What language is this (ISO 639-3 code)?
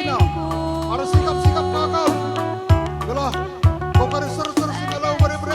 btx